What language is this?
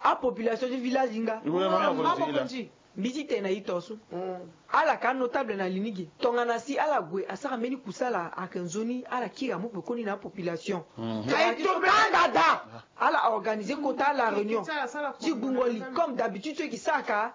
Sango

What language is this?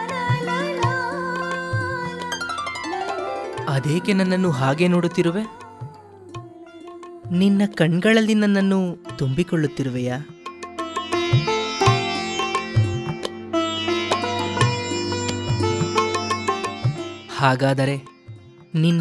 Kannada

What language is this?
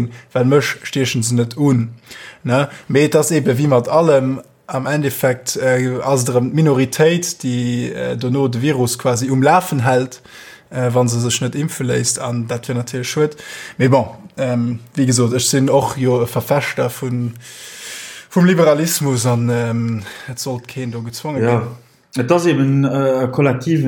Luxembourgish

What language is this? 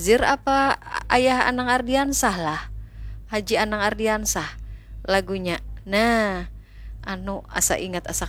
Banjar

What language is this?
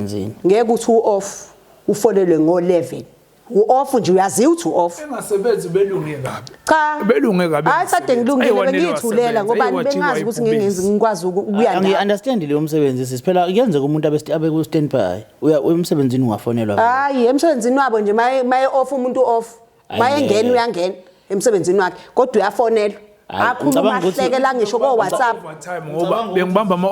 Zulu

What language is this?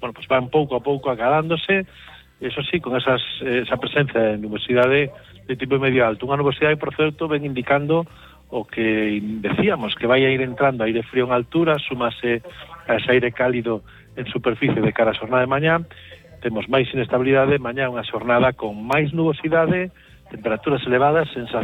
Galician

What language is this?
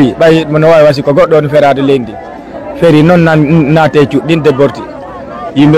Fula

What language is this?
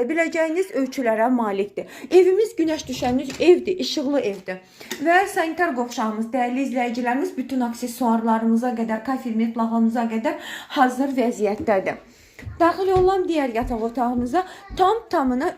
Azerbaijani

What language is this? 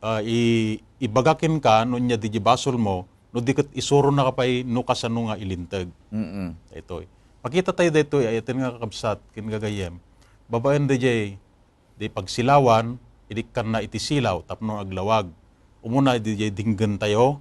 Iloko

